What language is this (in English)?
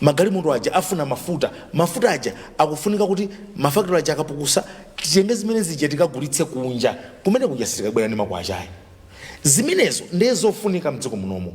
Nyanja